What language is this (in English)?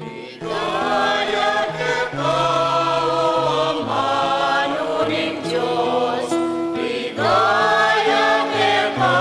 Pampanga